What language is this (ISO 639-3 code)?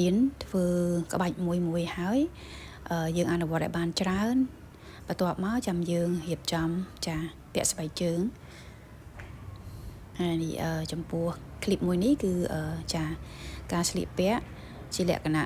khm